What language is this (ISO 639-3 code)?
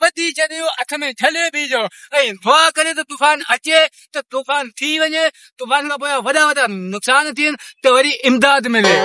snd